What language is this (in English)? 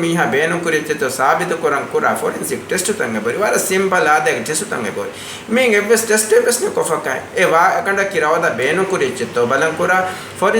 Divehi